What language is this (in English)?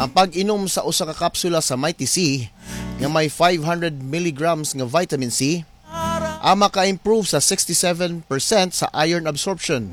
Cebuano